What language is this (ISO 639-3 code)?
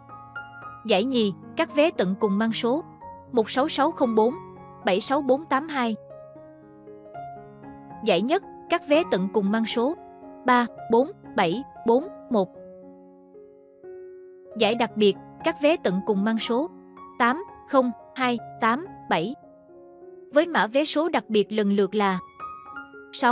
vie